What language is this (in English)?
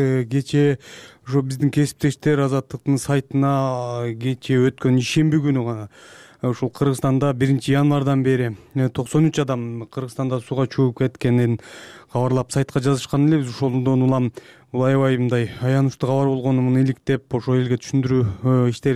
Kyrgyz